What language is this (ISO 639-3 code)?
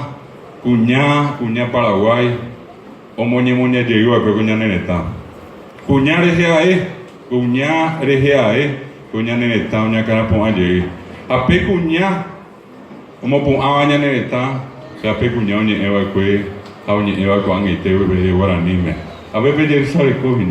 grn